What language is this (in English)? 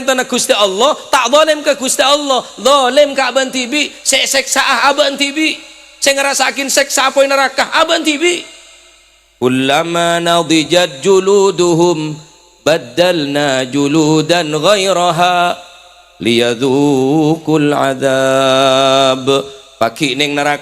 Madurese